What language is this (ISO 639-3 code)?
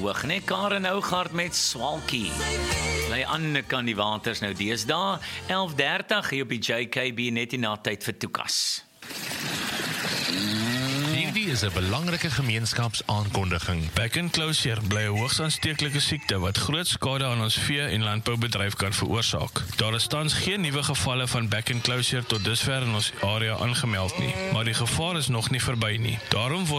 afr